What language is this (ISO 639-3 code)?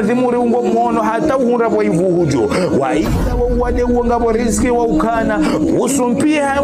zdj